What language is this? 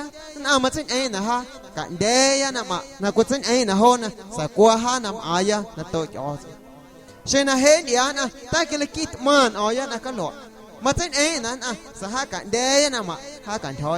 Guerrero Amuzgo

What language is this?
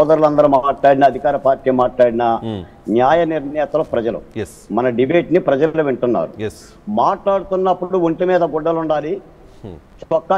Telugu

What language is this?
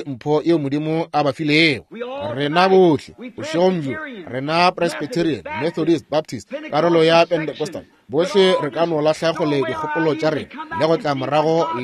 Northern Sotho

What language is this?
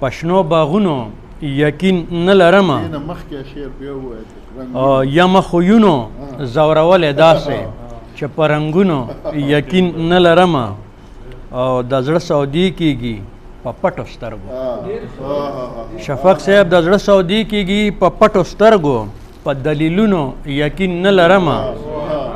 Pashto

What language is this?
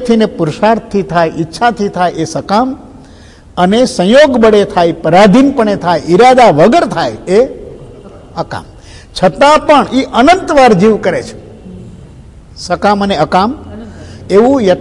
Gujarati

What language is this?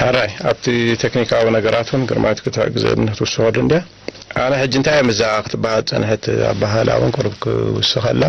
Tigrinya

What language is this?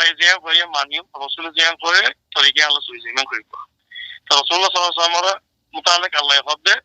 Rohingya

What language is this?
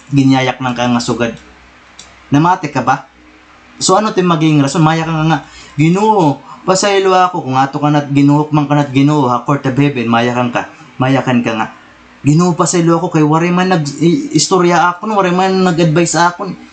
Waray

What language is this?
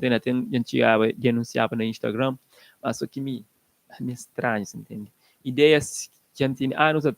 Kabuverdianu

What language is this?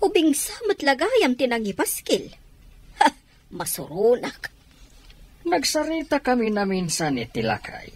Iloko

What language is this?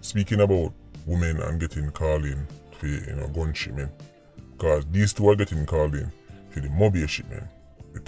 Jamaican Creole English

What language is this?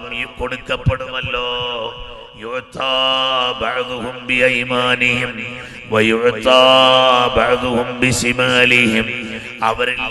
Malayalam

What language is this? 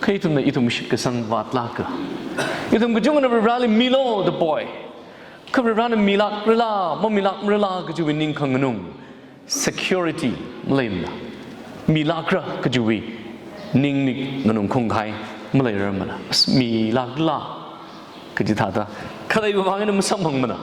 Tangkhul Naga (India)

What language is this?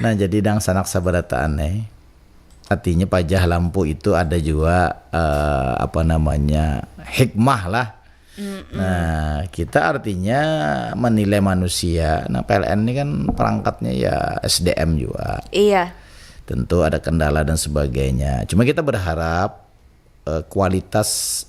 Banjar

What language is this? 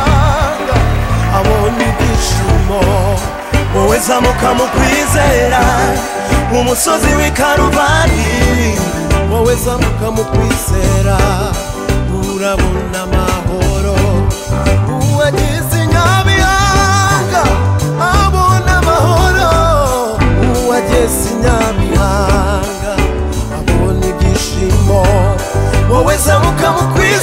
Kinyarwanda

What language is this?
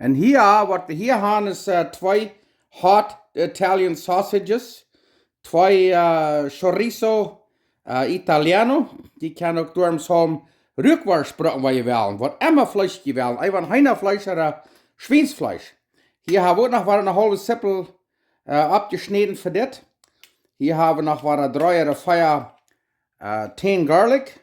Plautdietsch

